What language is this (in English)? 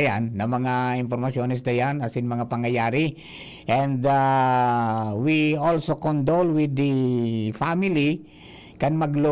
Bikol